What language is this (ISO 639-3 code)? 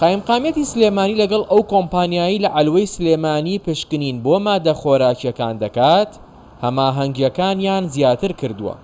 ckb